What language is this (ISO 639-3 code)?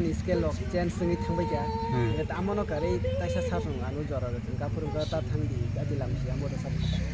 trp